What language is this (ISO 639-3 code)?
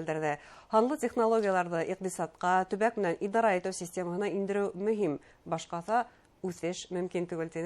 bak